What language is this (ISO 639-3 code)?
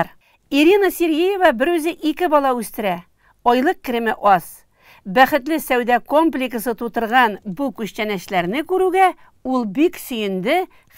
tat